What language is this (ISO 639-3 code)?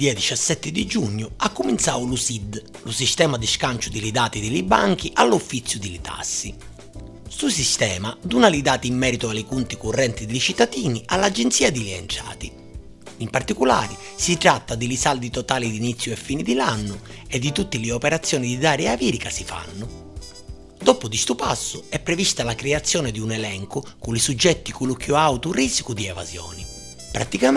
scn